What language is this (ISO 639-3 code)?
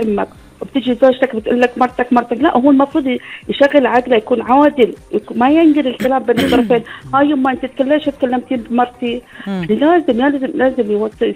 afb